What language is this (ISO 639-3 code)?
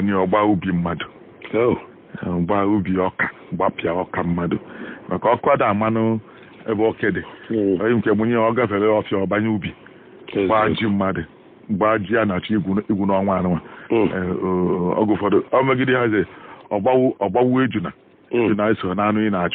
ibo